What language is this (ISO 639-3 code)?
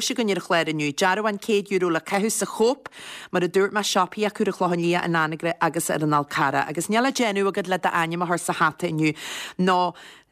gle